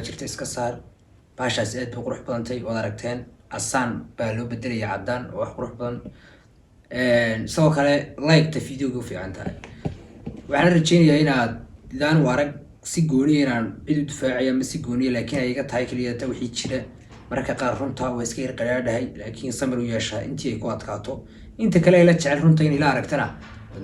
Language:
Somali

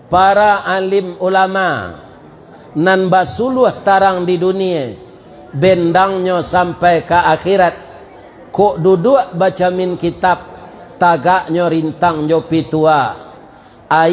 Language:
Minangkabau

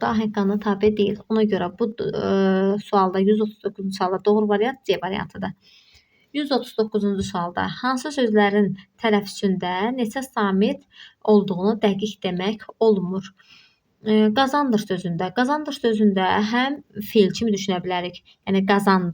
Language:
Azerbaijani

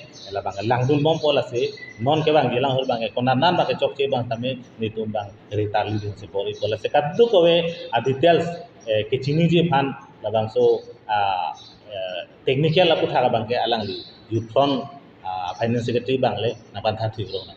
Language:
Karbi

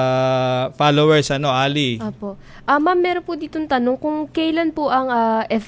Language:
Filipino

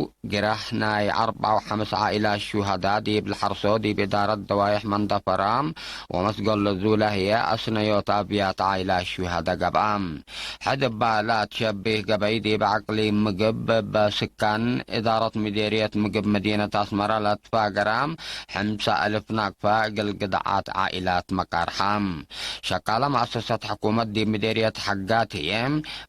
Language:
Tigre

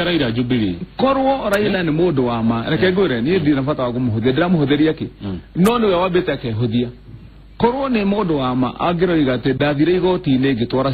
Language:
Kikuyu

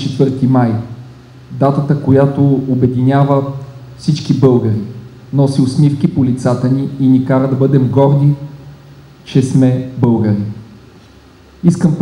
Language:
Bulgarian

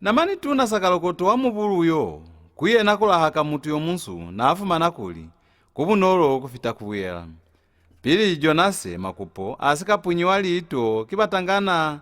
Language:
Lozi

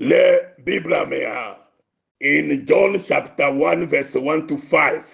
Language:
Ewe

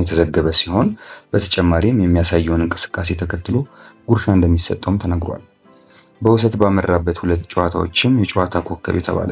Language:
Amharic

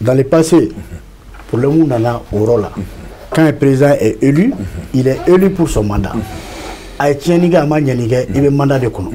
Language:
Bambara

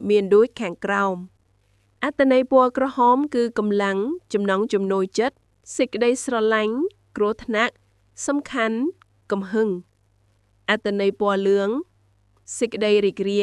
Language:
Khmer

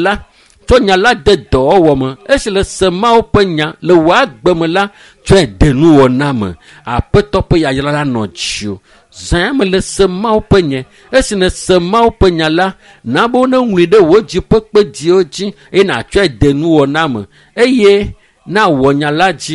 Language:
Ewe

